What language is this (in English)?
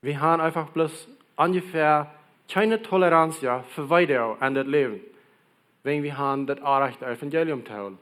Plautdietsch